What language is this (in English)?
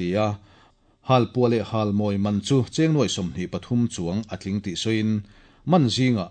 Mizo